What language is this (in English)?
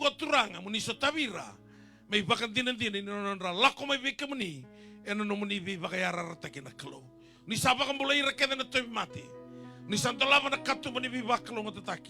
Fijian